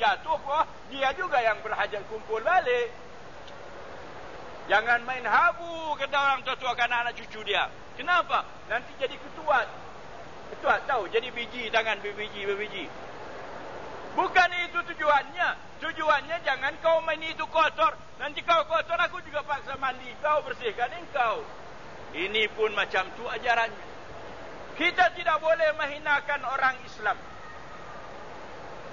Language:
Malay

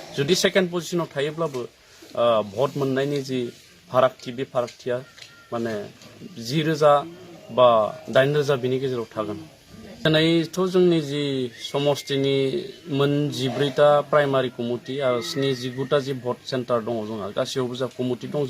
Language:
Bodo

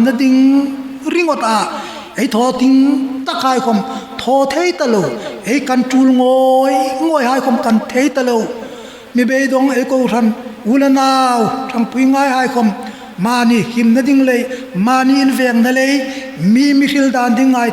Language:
Hmar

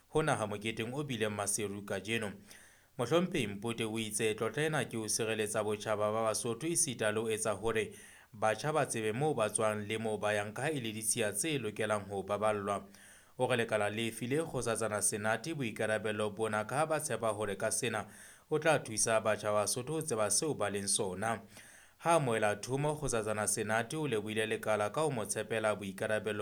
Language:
Southern Sotho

